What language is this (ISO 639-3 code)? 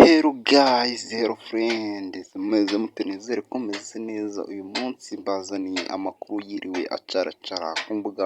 kin